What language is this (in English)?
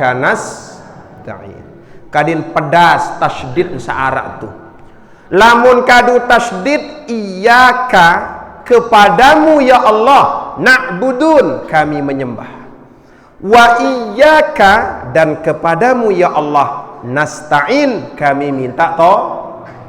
Sasak